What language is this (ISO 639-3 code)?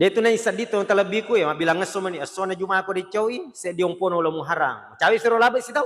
bug